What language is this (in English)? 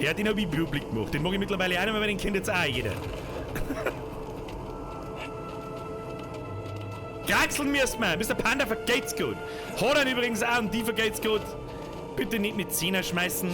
Bavarian